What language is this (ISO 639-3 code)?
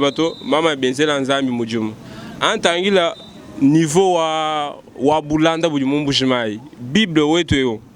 lua